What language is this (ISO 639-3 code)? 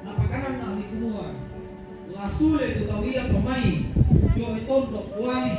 sda